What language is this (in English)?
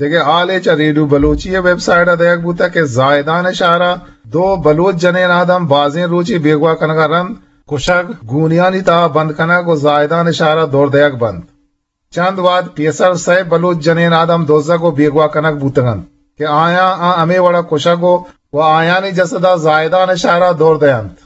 Eastern Balochi